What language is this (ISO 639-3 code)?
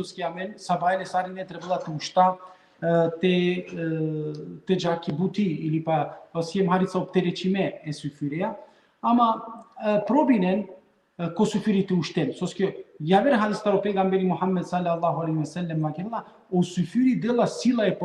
rmn